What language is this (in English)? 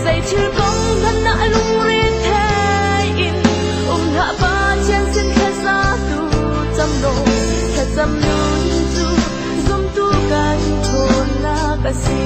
Hakha Chin